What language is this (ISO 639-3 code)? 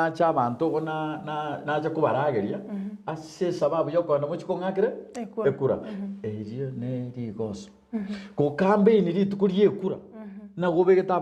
guz